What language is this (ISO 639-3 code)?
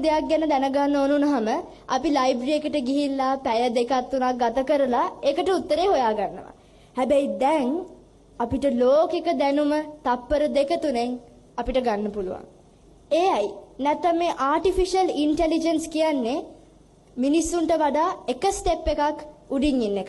sin